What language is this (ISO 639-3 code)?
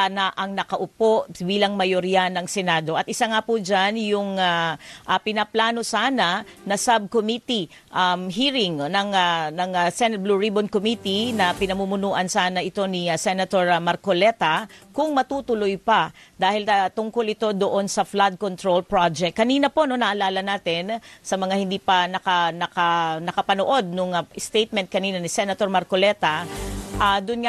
fil